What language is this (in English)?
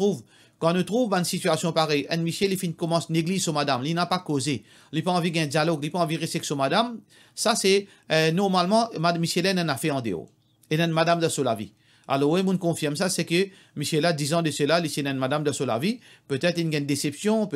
Morisyen